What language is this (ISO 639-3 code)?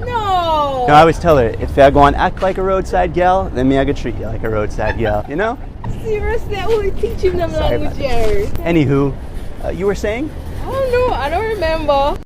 jam